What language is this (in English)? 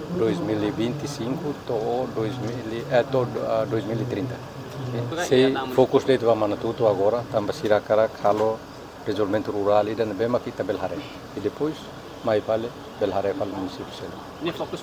Tetum